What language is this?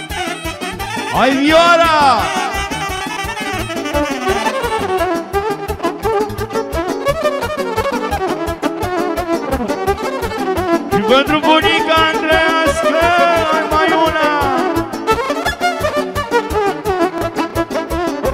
Romanian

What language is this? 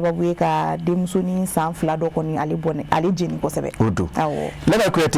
Bambara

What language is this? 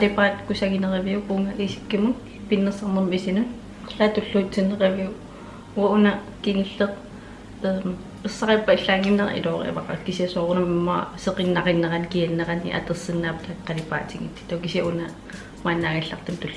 Kalaallisut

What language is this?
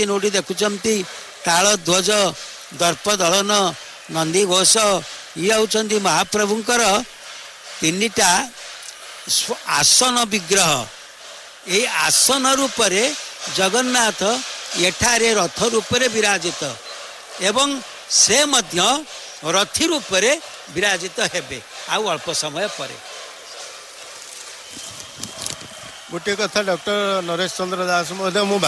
Odia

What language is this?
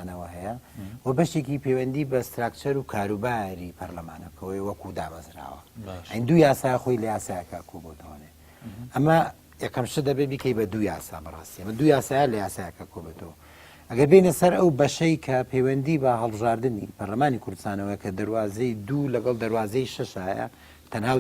Central Kurdish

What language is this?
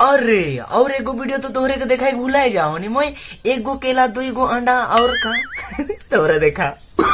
Sadri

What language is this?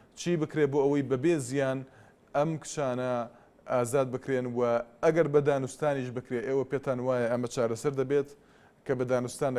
Central Kurdish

